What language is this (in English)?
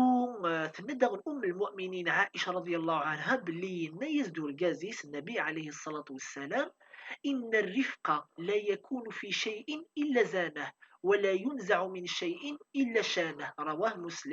Kabyle